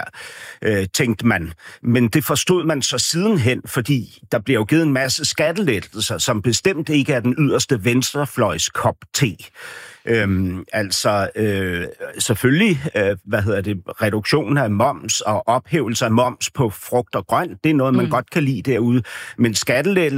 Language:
Danish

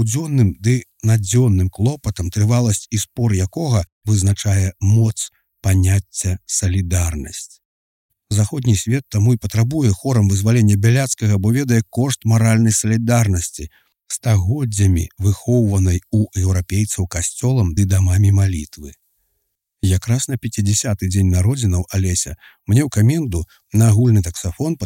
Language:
Belarusian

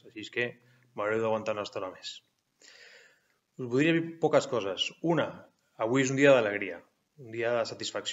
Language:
Catalan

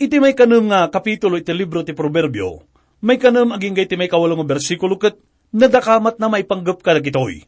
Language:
Iloko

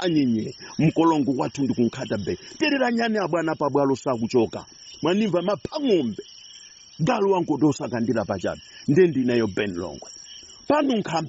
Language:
Nyanja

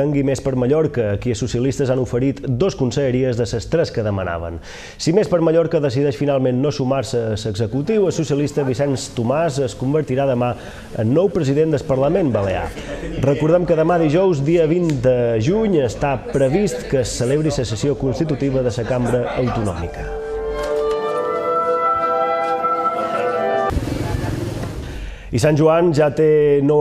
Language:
Catalan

